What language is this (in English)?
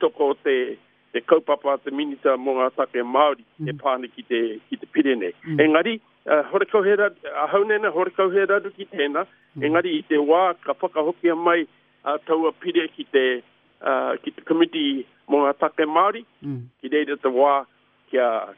Māori